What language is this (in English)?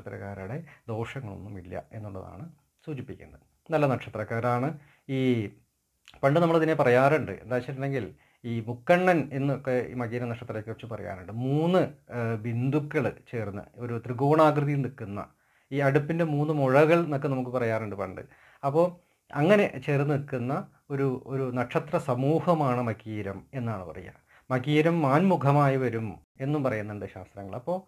Malayalam